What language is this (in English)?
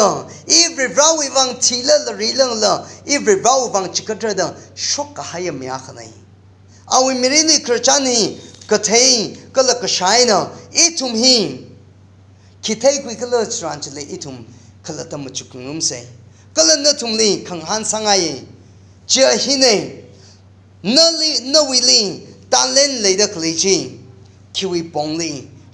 Tangkhul Naga (India)